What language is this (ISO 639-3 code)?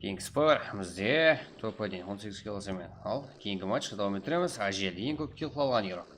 kaa